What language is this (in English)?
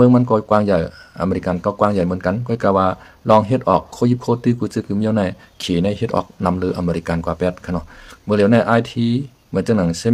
Shan